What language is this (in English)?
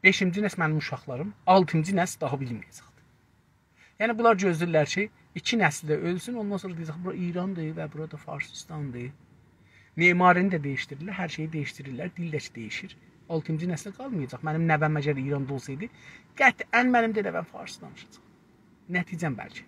South Azerbaijani